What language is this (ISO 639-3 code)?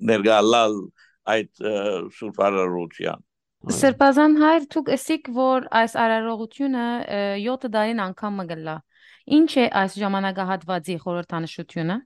hyw